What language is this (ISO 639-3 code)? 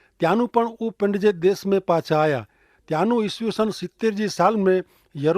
kfr